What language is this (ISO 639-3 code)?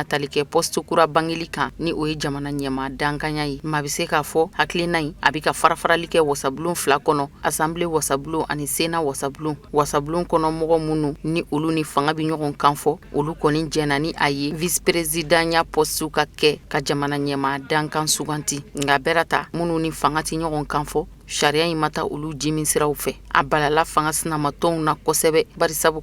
bam